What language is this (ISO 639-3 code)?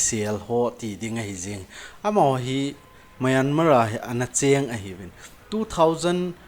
tcz